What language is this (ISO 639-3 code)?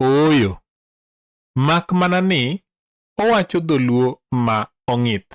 luo